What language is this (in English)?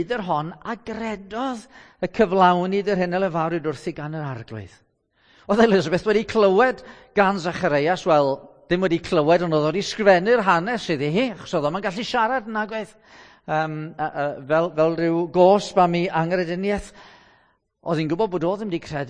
Welsh